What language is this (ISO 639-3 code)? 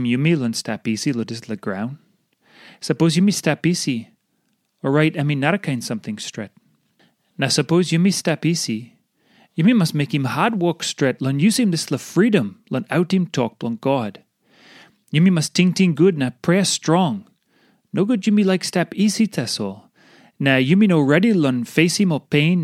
tpi